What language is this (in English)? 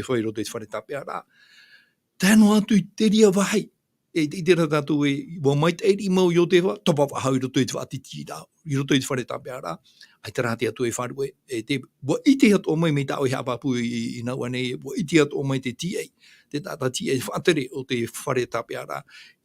Tahitian